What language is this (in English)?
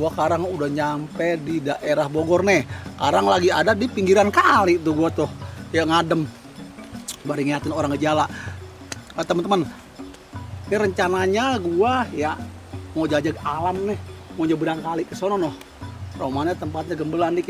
Betawi